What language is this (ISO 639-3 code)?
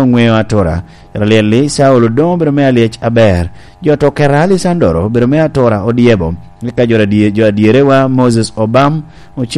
laj